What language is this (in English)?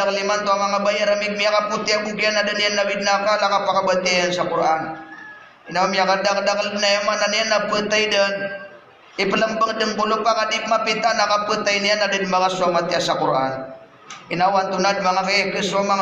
Maranao